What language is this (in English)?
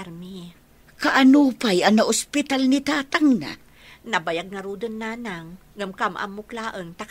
Iloko